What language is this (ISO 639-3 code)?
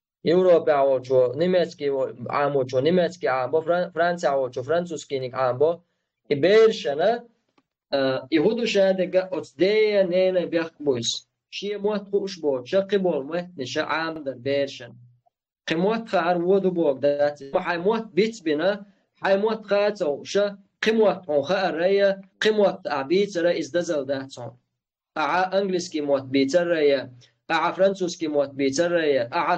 che